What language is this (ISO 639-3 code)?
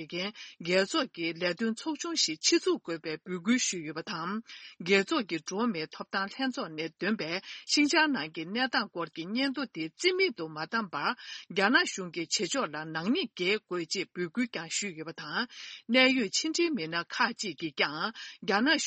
bod